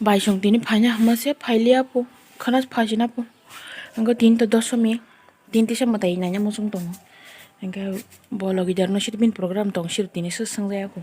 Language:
Kok Borok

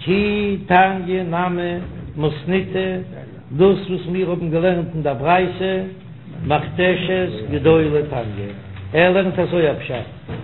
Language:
Yiddish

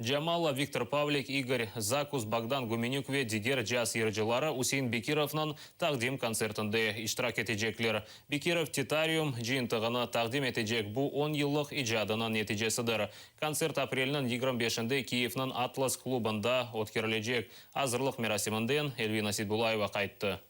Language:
Crimean Tatar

